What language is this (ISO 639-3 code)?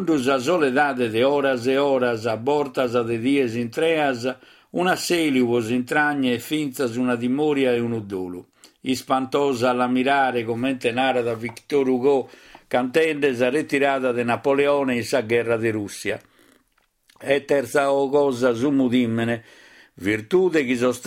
srd